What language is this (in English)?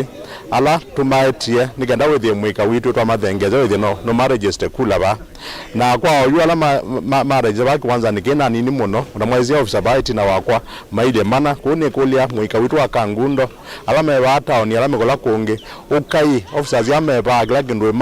Kamba